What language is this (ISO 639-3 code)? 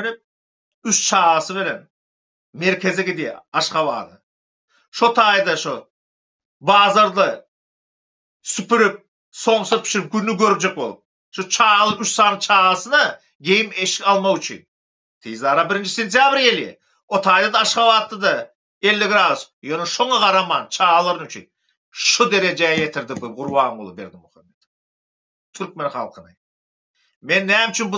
tuk